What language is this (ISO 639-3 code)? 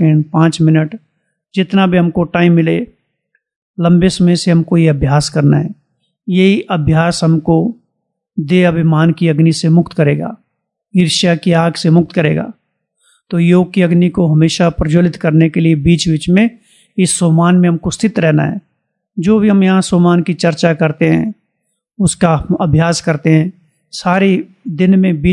hin